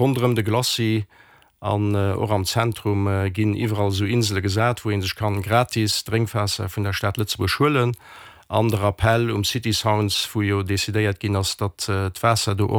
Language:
Luxembourgish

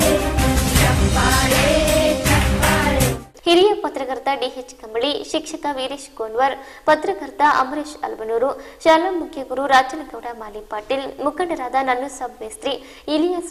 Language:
Kannada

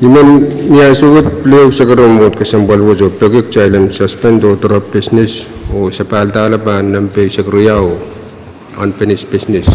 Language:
Pohnpeian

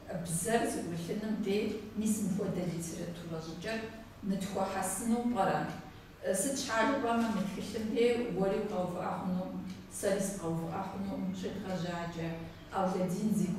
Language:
Kabardian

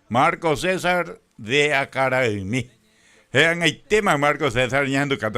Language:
Guarani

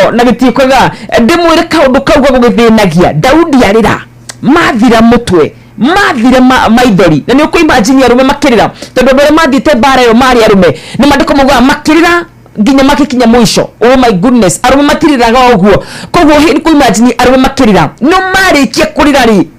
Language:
Kikuyu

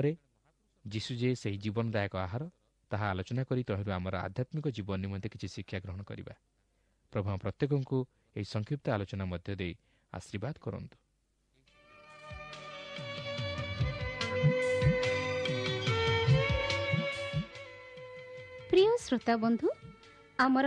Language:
Odia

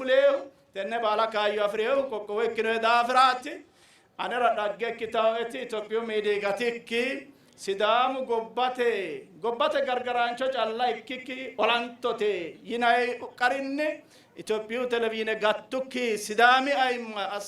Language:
Sidamo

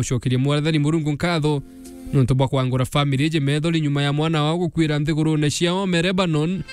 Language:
Meru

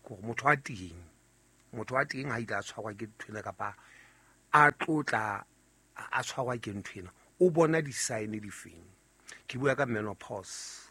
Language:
Southern Sotho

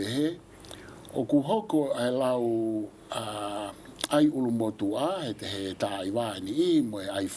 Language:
Tongan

